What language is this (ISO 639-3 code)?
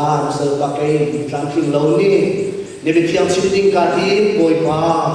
cnh